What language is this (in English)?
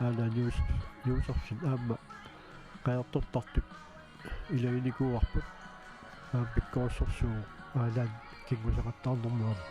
Kalaallisut